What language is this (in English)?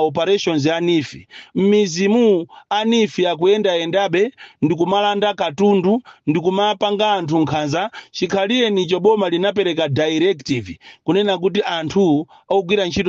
Nyanja